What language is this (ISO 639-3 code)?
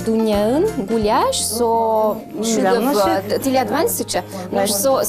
udm